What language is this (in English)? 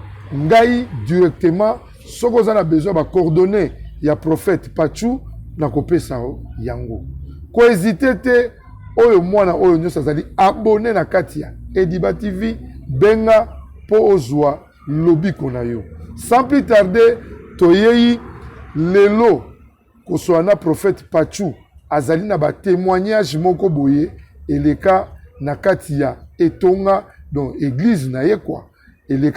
Lingala